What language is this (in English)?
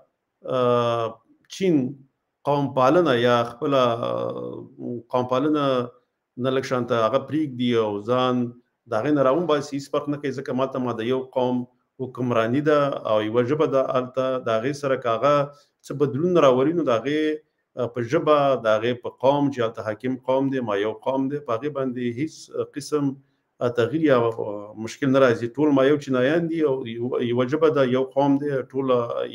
Pashto